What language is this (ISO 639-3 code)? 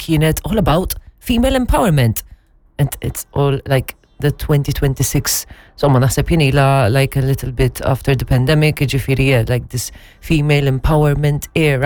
mlt